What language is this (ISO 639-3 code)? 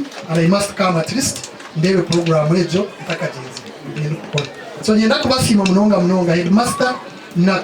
nyn